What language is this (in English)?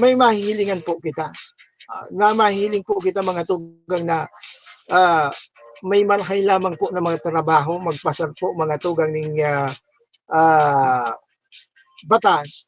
Bikol